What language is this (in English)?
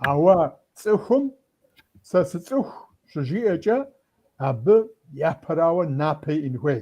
Kabardian